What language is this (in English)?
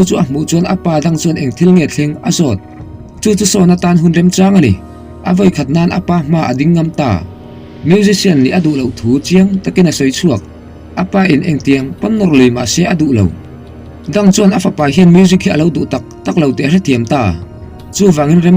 Mizo